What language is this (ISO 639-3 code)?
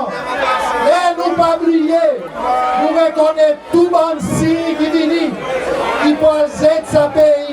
crs